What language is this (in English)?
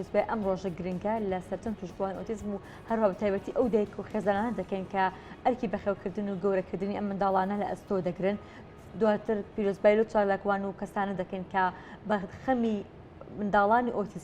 Central Kurdish